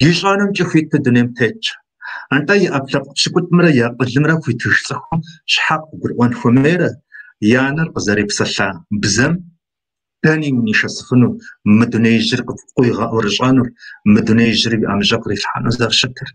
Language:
Kabardian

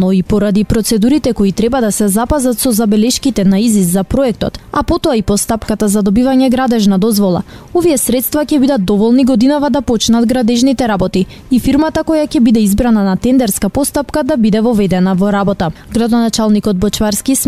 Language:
Macedonian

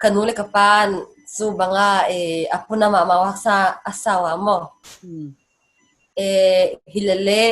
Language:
Paite Chin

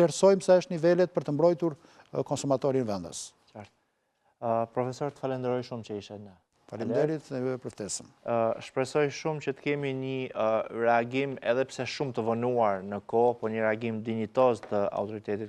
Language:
Albanian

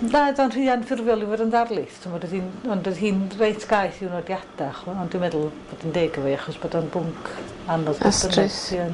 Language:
Welsh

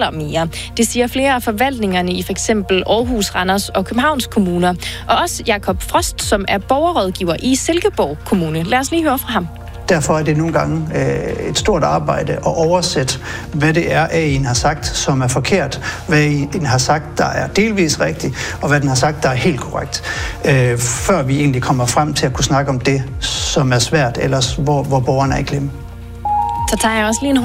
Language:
Danish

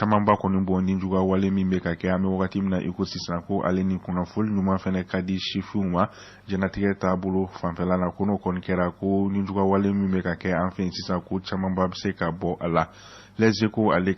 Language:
Bambara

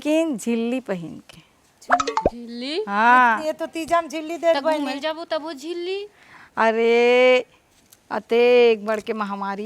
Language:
Chhattisgarhi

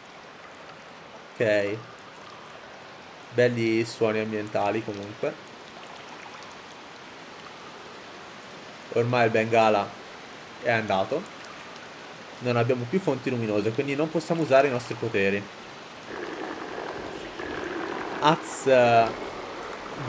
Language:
Italian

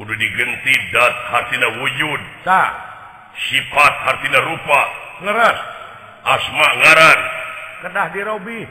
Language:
Sundanese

